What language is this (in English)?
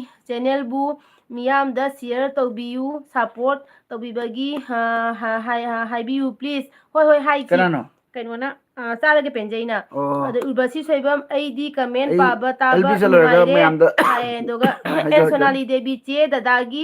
Manipuri